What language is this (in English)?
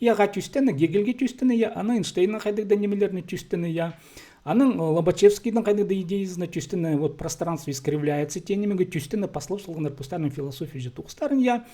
Khakas